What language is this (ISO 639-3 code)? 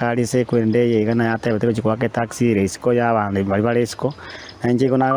guz